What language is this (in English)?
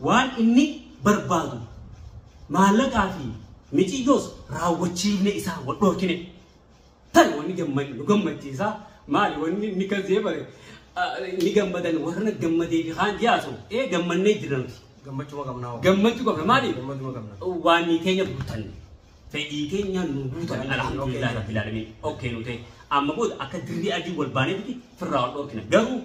Oromo